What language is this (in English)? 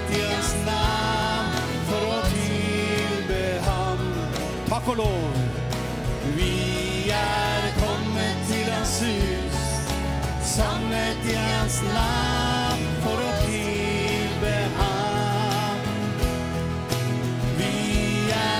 Norwegian